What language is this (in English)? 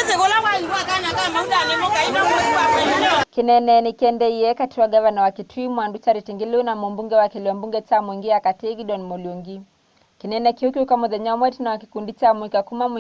Kamba